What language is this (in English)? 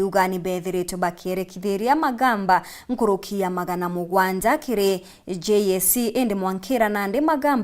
Meru